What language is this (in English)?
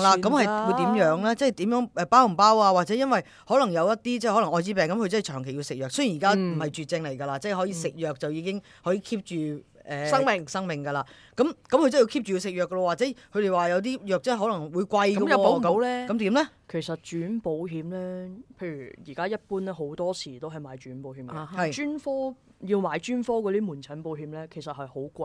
Cantonese